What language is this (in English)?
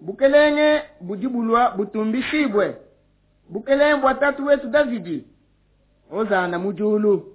Luba-Lulua